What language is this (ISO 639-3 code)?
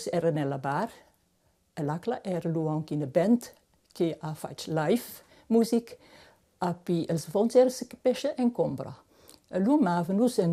roh